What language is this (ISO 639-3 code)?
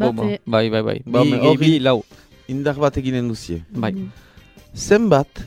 eus